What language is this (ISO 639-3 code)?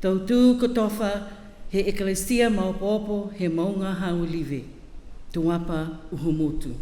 niu